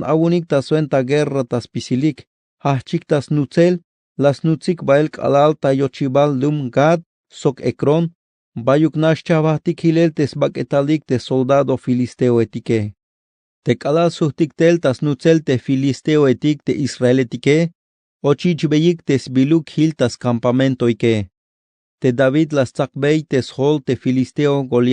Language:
Tzeltal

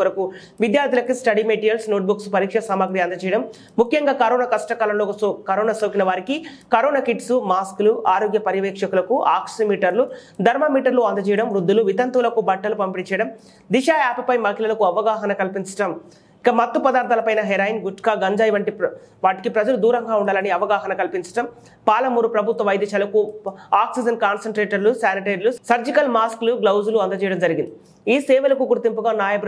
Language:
Telugu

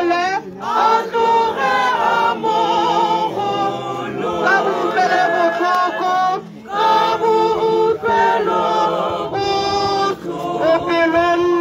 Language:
Tswana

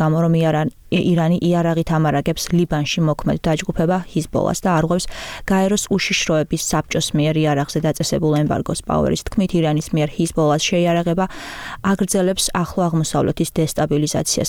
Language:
Georgian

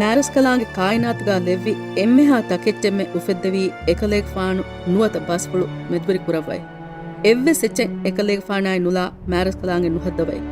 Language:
Divehi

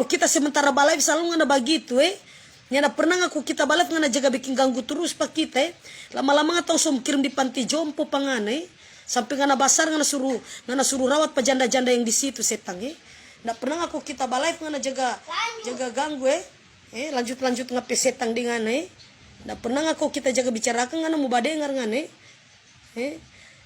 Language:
Manado Malay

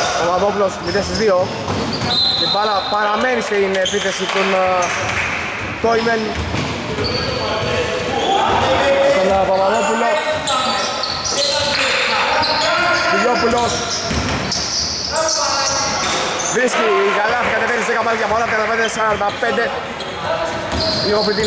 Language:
Greek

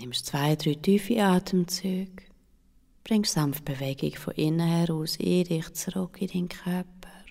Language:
Swiss German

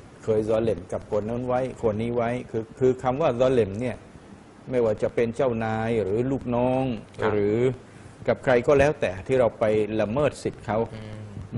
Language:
Thai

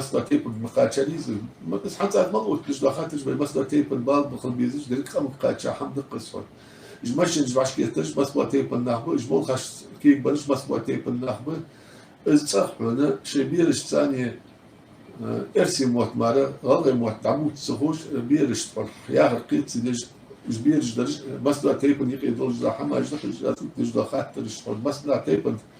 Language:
Ingush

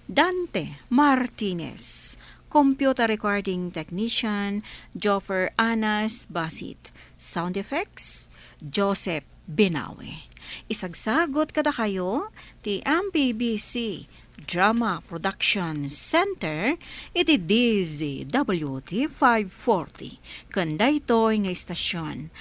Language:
Iloko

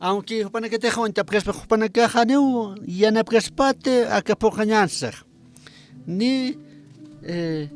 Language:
Aymara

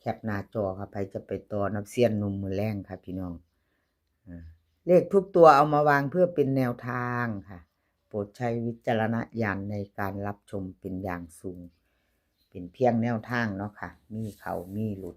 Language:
Northeastern Thai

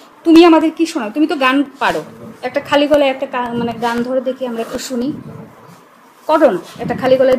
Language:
Bangla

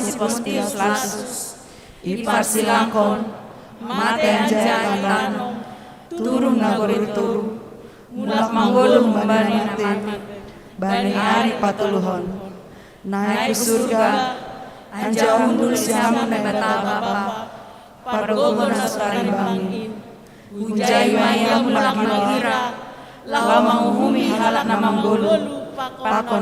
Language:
Batak Simalungun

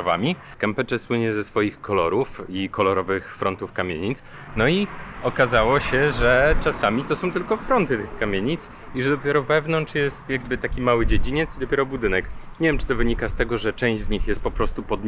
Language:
Polish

